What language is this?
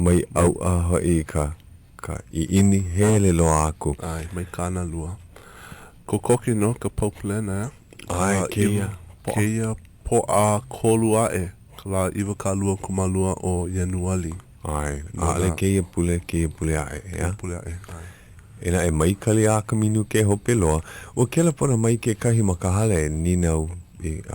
Hawaiian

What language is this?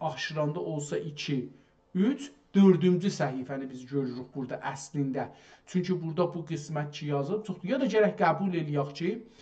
South Azerbaijani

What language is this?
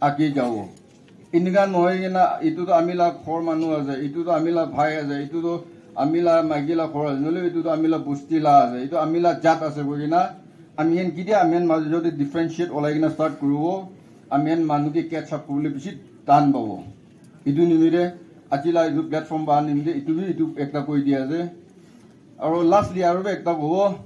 Naga Pidgin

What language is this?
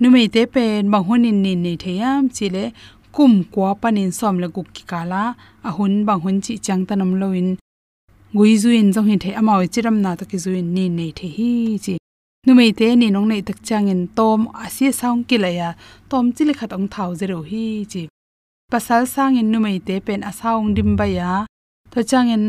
Tedim Chin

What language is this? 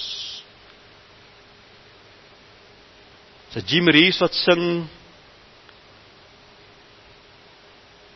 Afrikaans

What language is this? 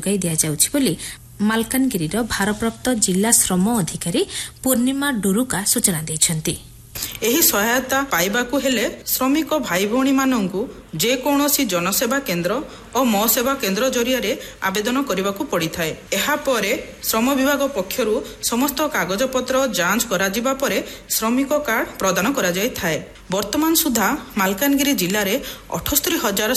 Odia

